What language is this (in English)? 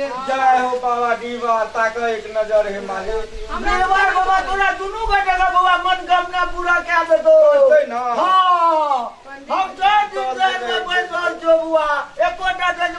Maithili